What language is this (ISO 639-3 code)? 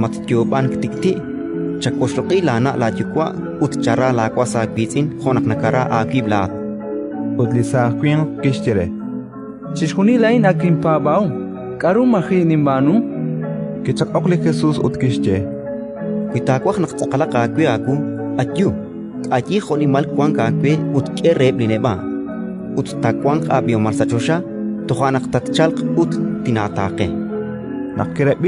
kek